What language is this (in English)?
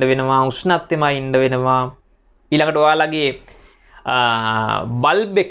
Sinhala